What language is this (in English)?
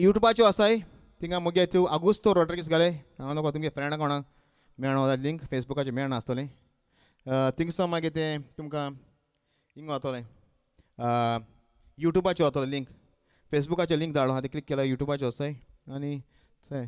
Konkani